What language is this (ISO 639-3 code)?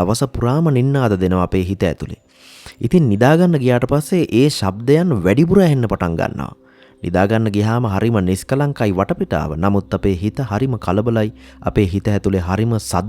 sin